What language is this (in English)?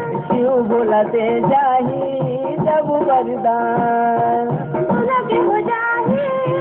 Chhattisgarhi